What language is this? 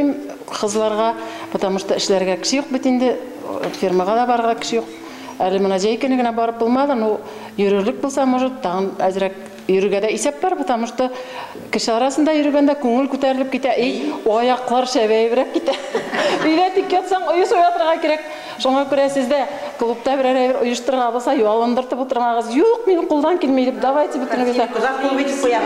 Bashkir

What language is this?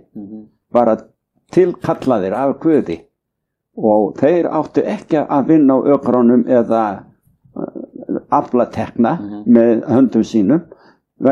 Icelandic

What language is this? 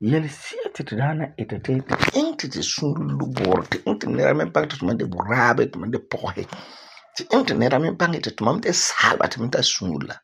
Frafra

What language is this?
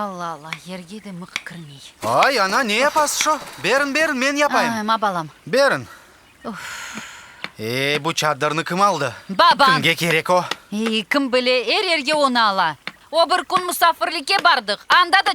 Crimean Tatar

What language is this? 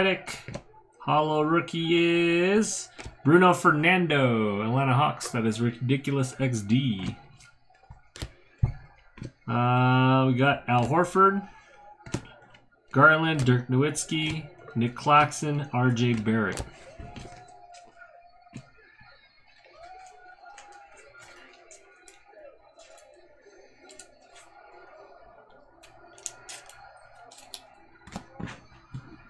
English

